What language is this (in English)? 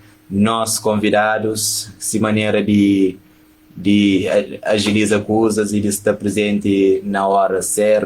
Kabuverdianu